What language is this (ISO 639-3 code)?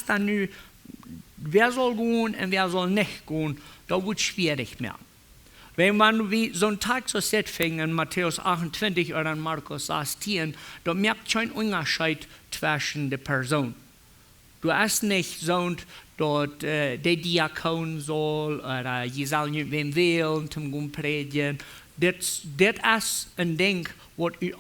pdt